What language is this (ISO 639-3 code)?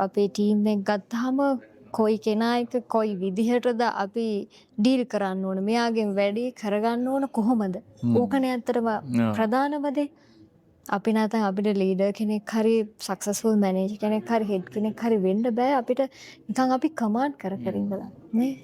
sin